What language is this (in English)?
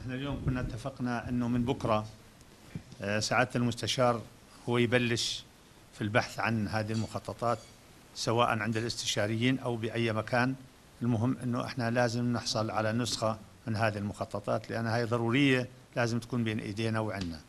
North Levantine Arabic